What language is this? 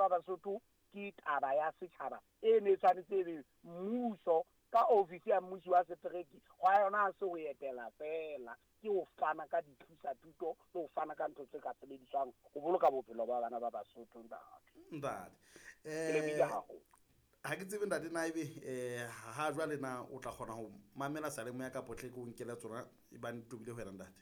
Southern Sotho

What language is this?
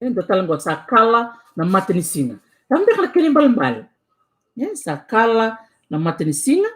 Fijian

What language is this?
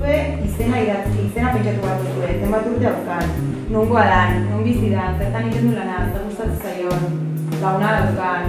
Basque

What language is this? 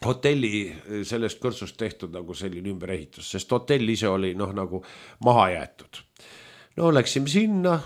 Estonian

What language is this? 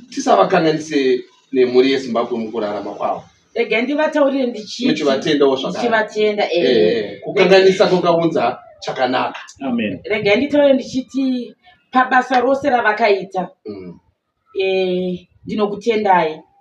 Shona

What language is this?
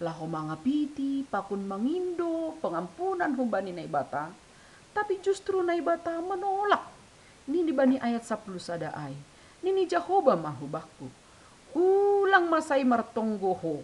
Batak Simalungun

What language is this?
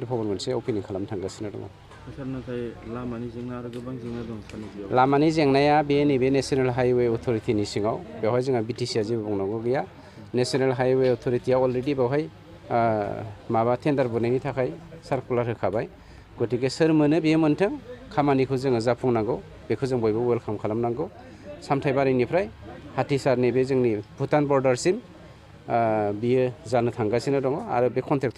Bodo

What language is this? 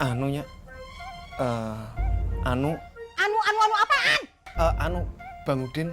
Betawi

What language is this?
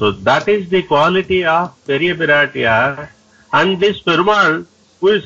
English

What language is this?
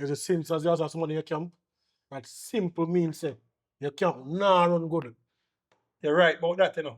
Jamaican Creole English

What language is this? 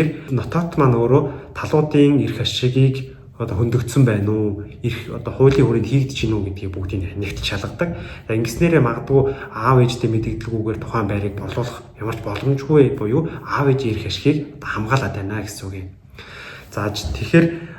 Mongolian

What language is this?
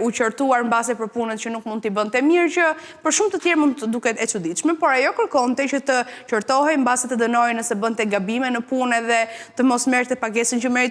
Albanian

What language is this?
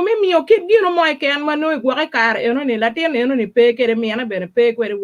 Acoli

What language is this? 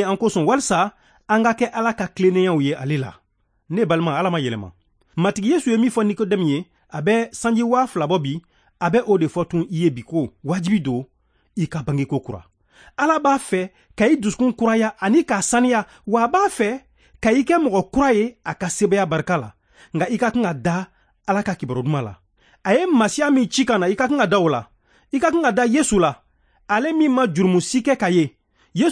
Bambara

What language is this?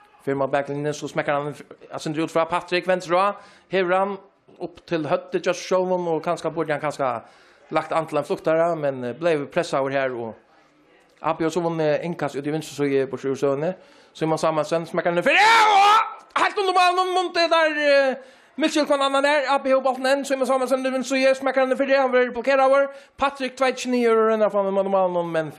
Faroese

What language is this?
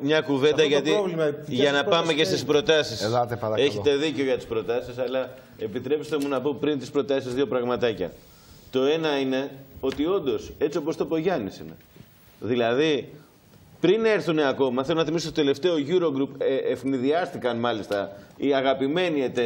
Greek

